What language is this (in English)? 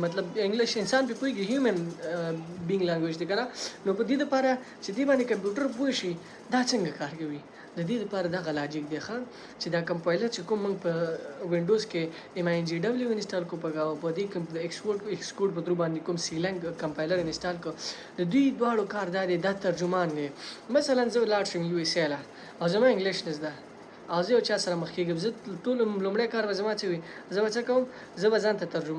Pashto